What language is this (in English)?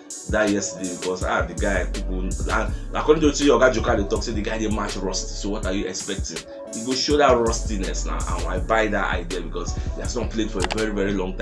Nigerian Pidgin